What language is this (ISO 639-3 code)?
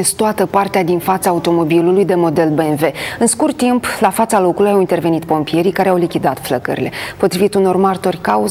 ron